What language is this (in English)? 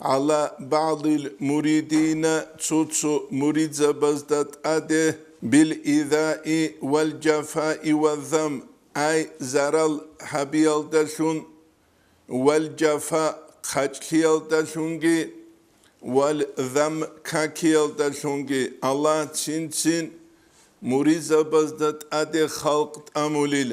Avaric